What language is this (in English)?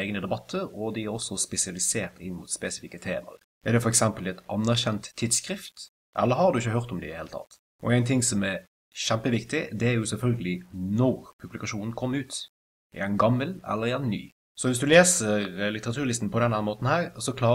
Norwegian